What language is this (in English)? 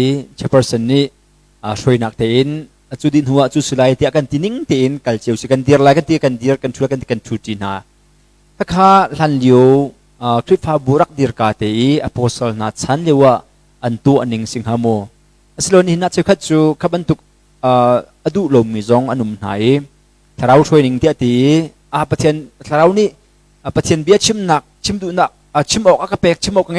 Hakha Chin